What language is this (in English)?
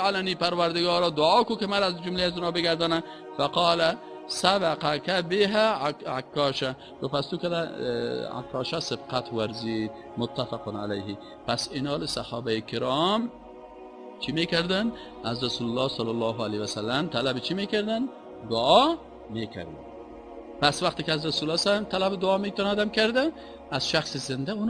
Persian